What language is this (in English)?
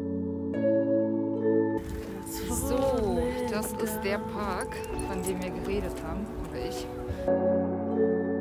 German